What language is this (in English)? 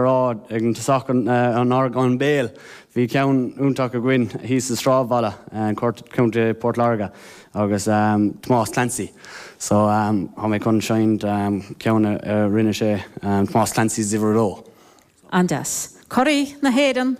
Irish